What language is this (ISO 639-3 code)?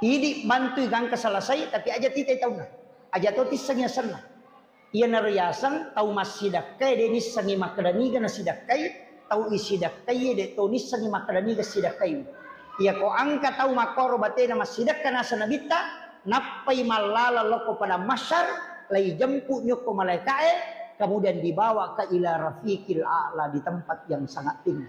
bug